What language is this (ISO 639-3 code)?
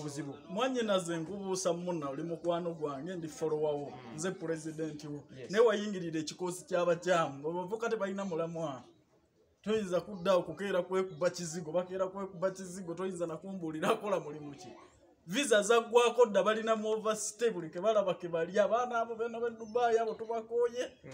lug